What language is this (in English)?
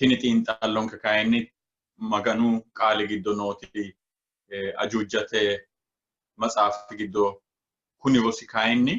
Sidamo